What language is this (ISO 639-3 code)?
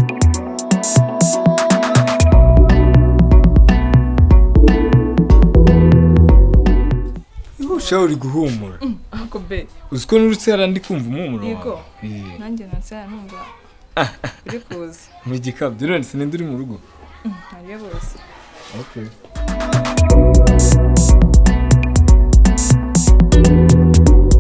kin